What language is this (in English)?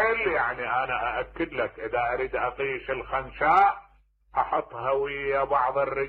Mesopotamian Arabic